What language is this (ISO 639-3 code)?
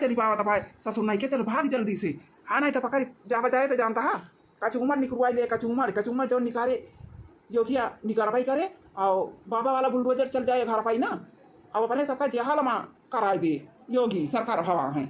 awa